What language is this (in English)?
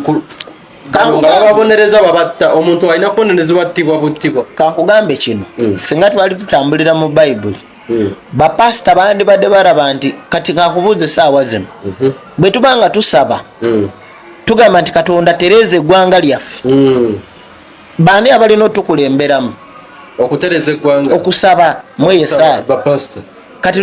Ganda